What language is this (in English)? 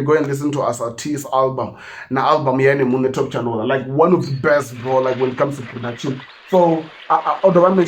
Venda